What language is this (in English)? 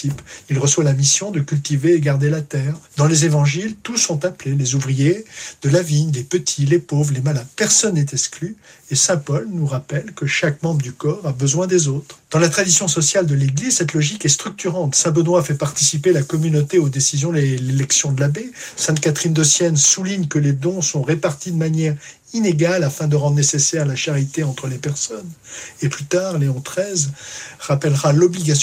French